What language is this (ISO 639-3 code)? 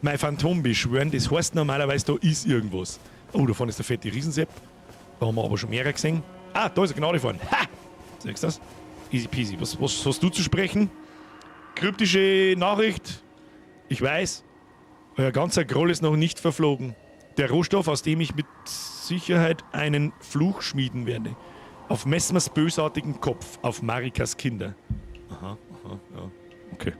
bar